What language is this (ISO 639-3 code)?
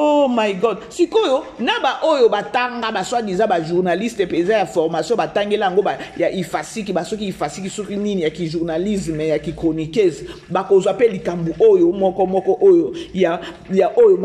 lin